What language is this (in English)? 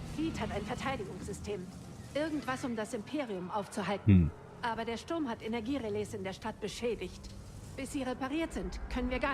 Swiss German